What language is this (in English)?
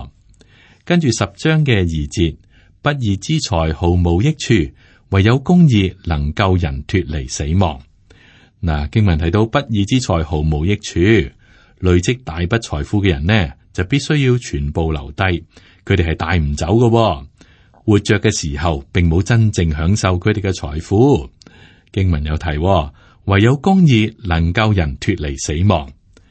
Cantonese